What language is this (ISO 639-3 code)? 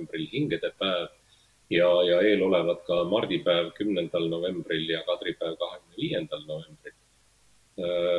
est